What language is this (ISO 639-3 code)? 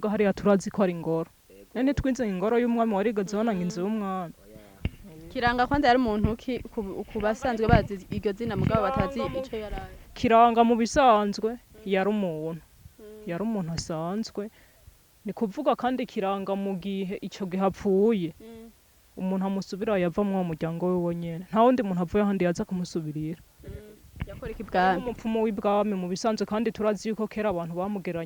run